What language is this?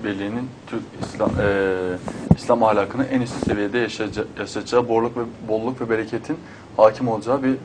Turkish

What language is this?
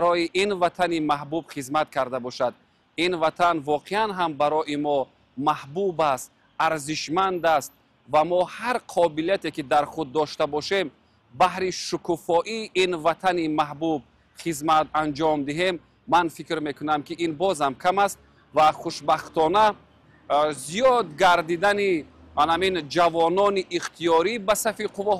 Tajik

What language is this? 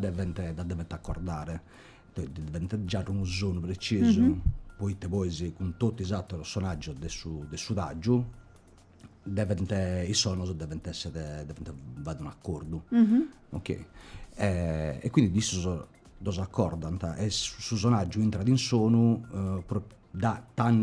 Sardinian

